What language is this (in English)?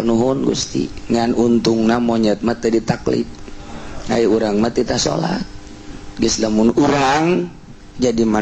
Sundanese